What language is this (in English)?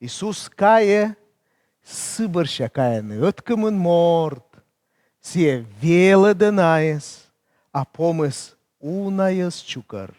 Komi